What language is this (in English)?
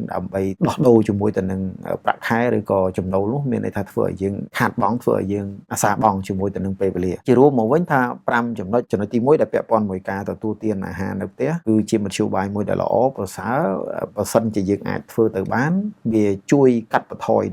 Khmer